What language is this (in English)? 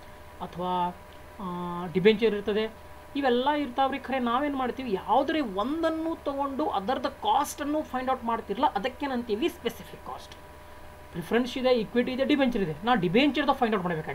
Kannada